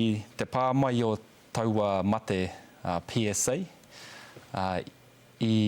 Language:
Māori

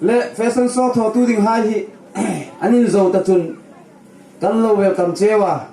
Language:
Hmar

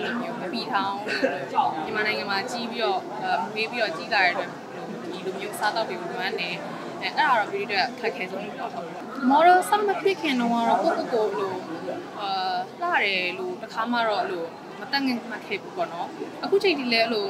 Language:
Burmese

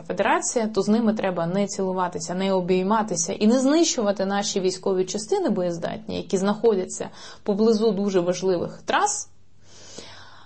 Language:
Ukrainian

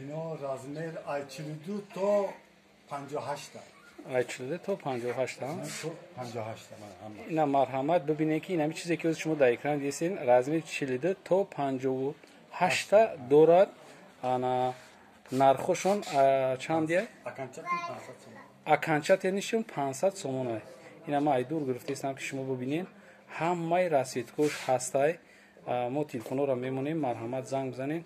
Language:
Tajik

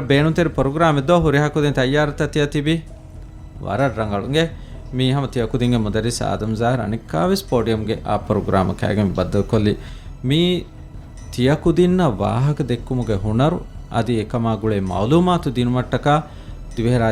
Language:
Divehi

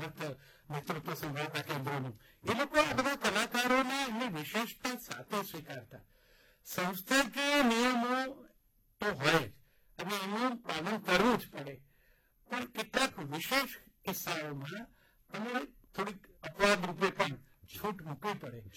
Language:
Gujarati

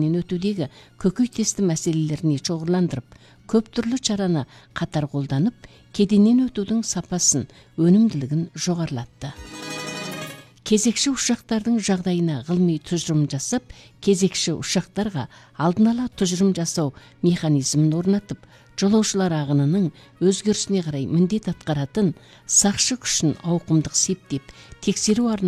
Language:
Kazakh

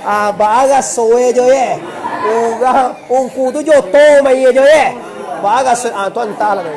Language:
Minangkabau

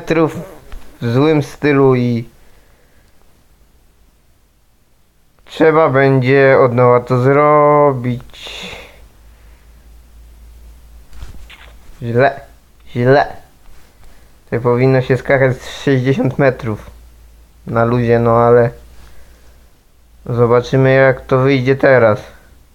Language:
Polish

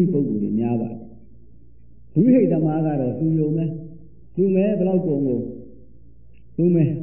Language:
Burmese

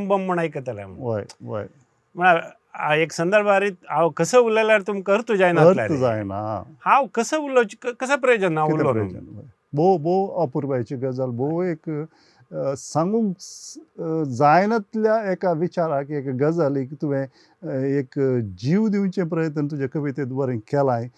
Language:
Konkani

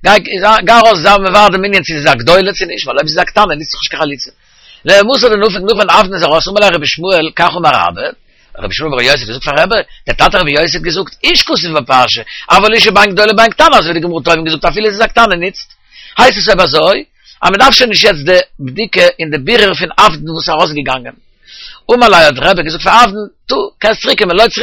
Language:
Yiddish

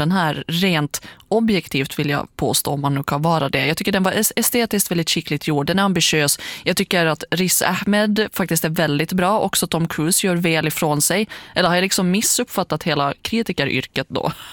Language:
Swedish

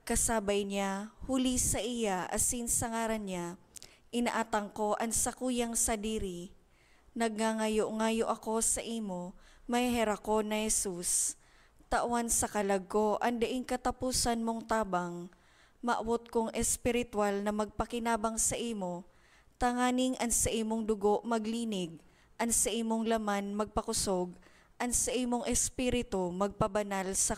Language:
Bikol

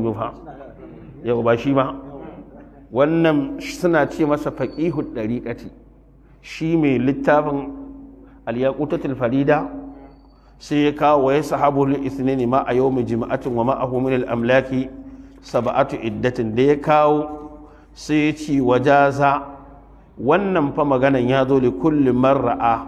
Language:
Hausa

